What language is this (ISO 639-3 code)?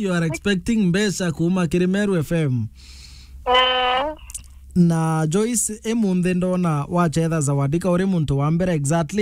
mer